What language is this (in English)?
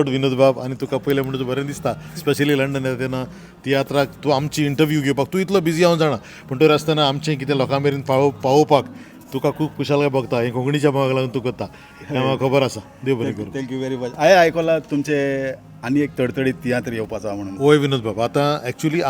Konkani